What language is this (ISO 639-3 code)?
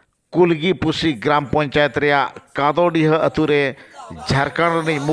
sat